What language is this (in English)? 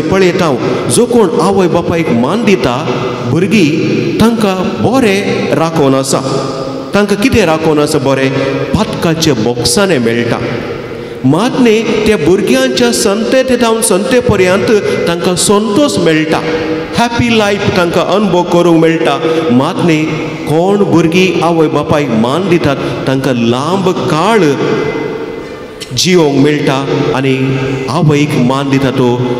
Konkani